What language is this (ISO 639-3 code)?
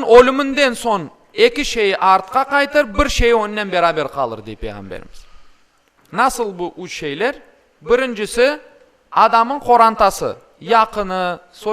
crh